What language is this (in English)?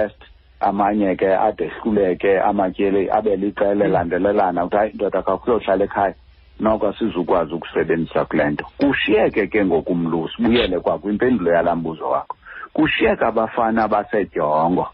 Xhosa